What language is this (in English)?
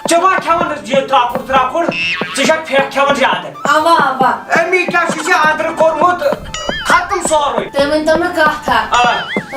Kashmiri